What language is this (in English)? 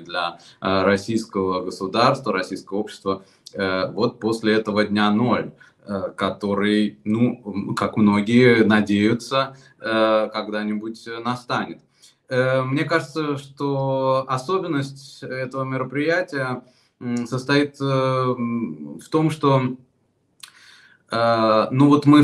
Russian